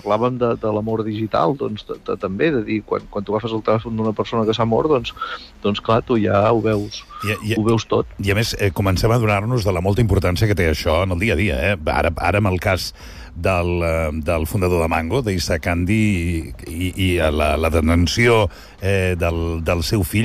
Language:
Catalan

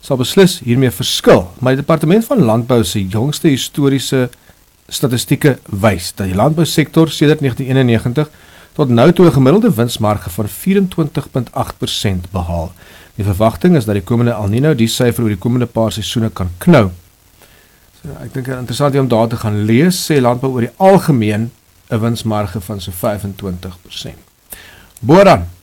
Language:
Afrikaans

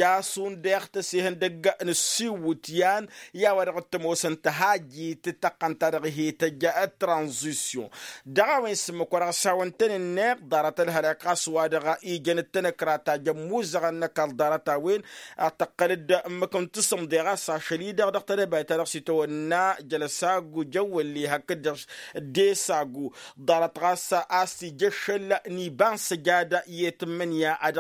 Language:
Tamasheq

